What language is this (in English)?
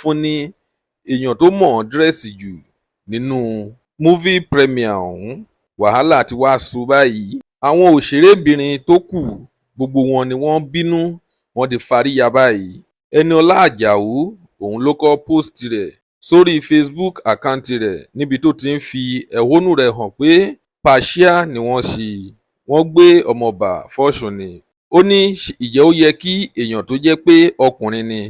Yoruba